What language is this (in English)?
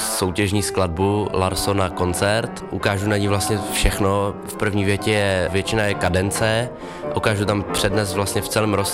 Czech